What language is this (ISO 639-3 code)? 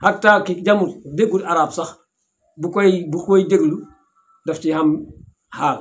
wol